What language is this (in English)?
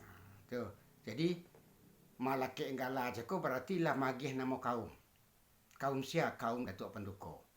Minangkabau